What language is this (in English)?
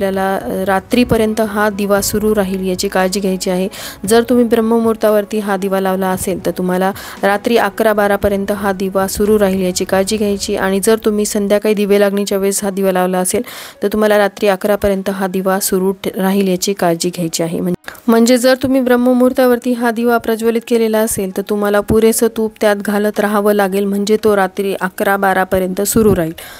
Marathi